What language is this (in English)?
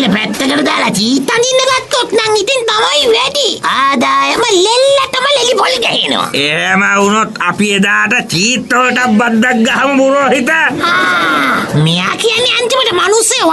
Sinhala